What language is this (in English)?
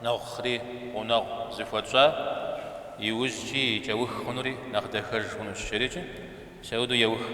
Kabardian